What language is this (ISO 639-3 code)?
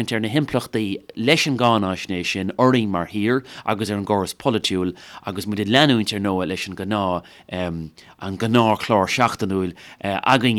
gle